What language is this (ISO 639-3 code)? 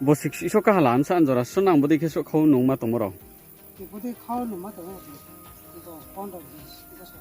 ria